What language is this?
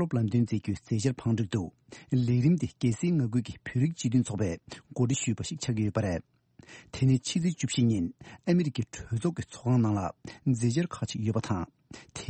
Tibetan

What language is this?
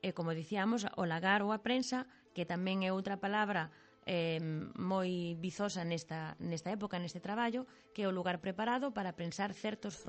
Galician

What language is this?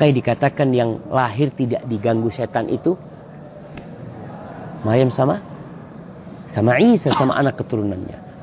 Indonesian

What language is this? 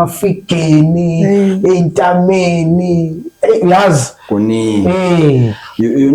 Zulu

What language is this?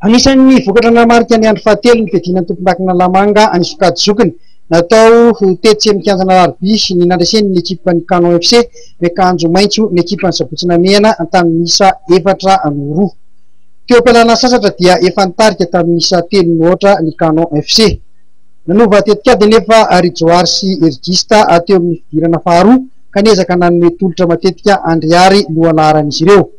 Malagasy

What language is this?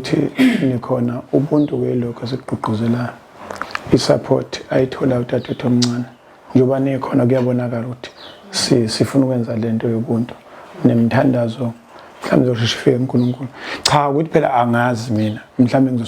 Zulu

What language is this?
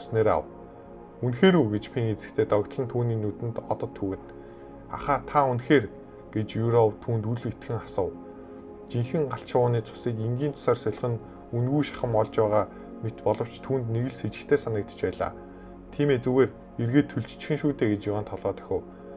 Mongolian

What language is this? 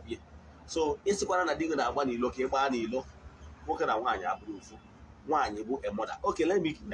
Igbo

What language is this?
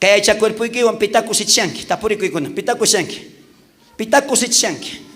South Bolivian Quechua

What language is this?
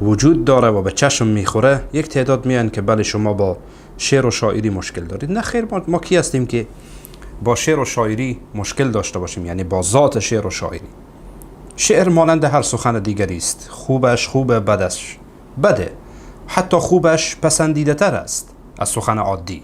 Persian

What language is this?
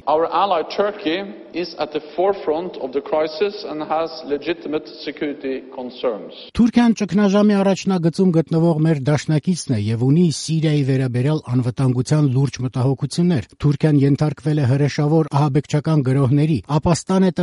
Armenian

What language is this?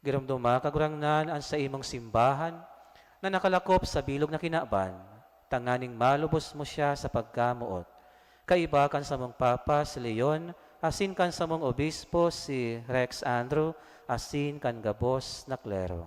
Bikol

